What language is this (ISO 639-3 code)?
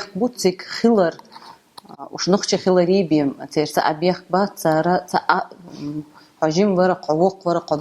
che